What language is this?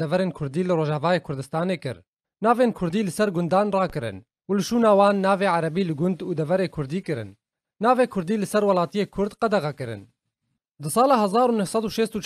Kurdish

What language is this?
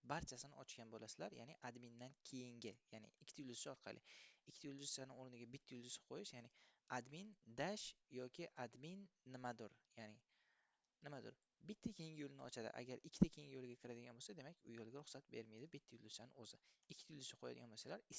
Uzbek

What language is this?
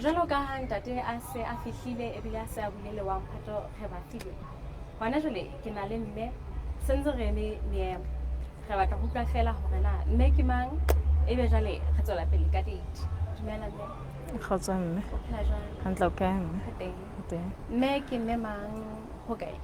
Southern Sotho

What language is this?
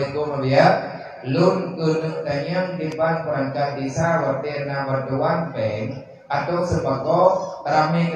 Achinese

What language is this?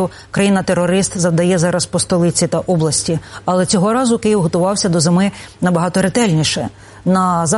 Ukrainian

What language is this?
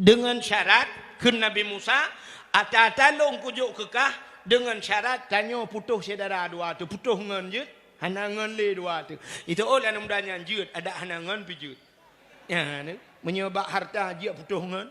Achinese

